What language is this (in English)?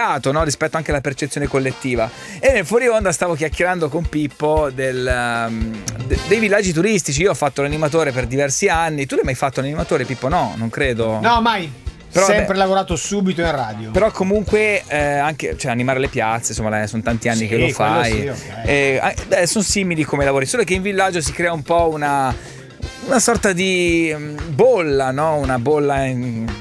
Italian